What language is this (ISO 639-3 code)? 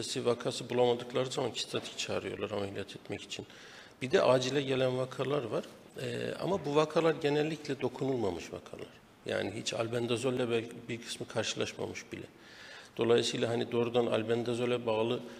tur